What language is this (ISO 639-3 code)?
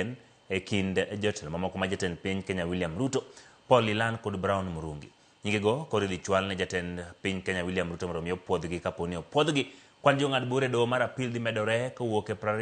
luo